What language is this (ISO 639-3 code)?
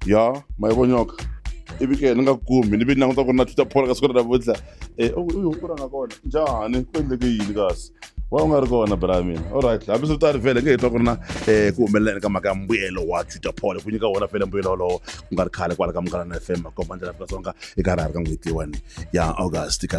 tso